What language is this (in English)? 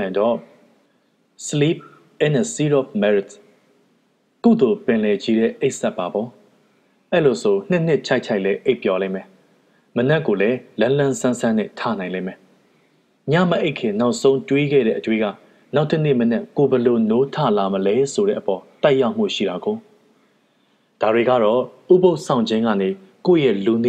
Burmese